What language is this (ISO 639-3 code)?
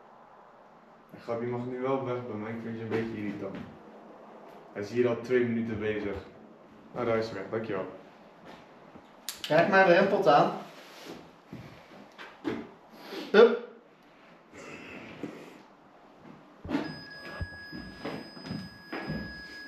nld